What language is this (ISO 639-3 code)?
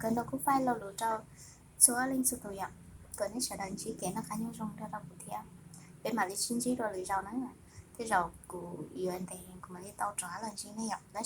hmn